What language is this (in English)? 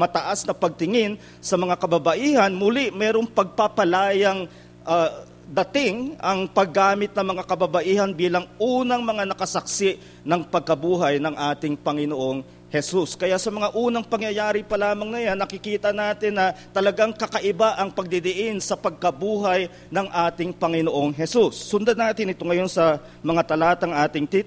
Filipino